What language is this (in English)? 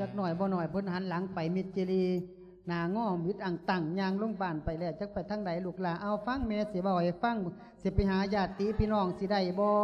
Lao